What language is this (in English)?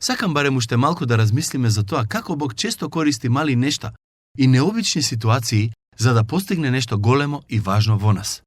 Macedonian